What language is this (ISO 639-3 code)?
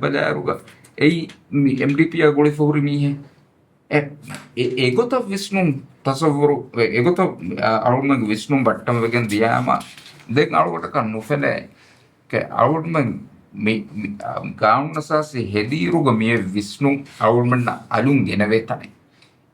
div